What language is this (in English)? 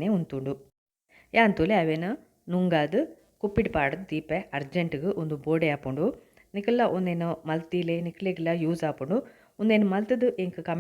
Tulu